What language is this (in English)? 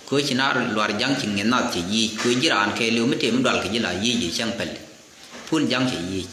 Nuer